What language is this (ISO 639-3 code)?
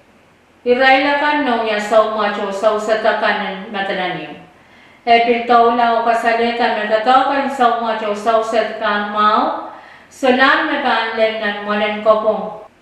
pon